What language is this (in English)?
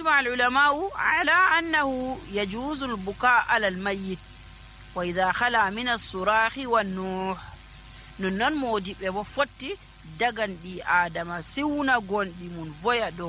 Nigerian Fulfulde